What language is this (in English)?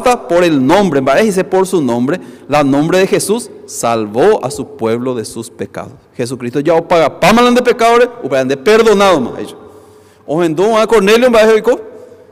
Guarani